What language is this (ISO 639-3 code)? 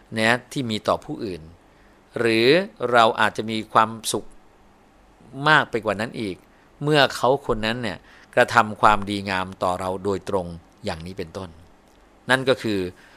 tha